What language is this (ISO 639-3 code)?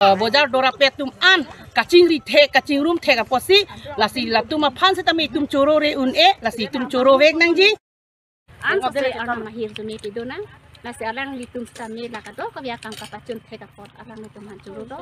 mjw